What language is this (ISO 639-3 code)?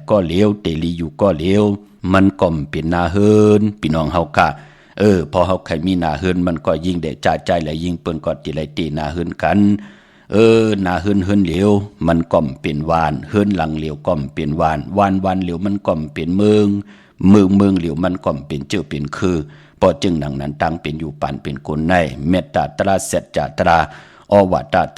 shn